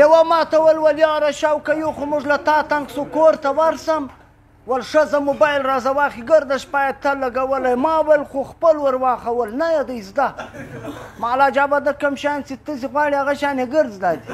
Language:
Pashto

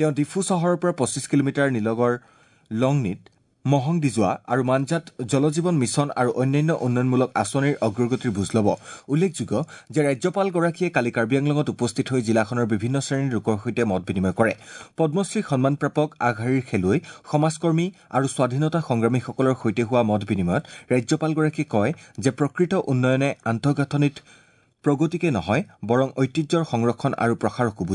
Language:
Assamese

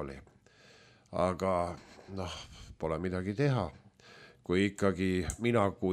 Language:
Estonian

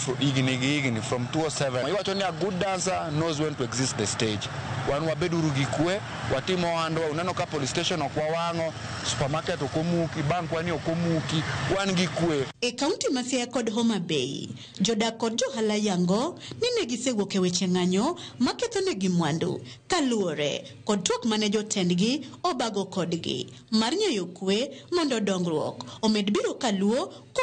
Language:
Luo (Kenya and Tanzania)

